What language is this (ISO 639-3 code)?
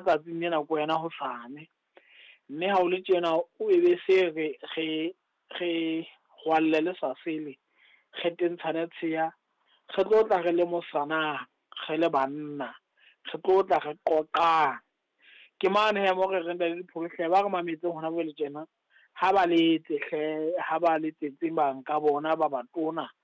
sot